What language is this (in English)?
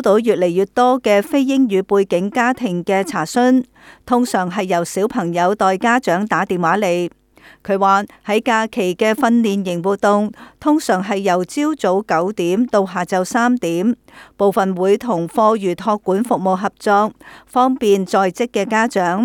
Cantonese